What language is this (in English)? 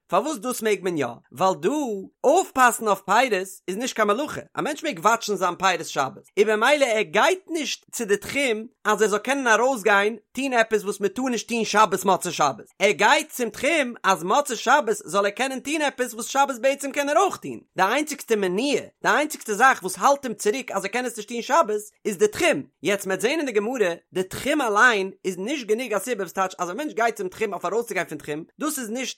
Yiddish